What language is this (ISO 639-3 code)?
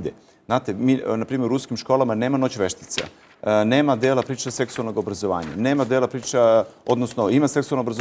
srp